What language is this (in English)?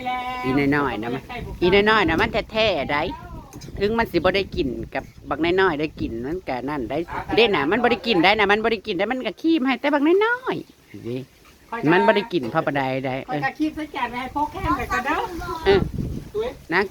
Northeastern Thai